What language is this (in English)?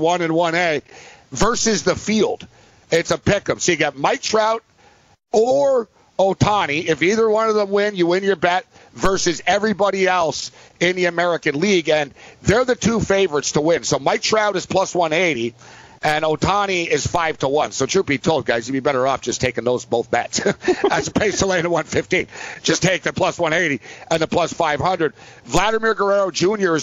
English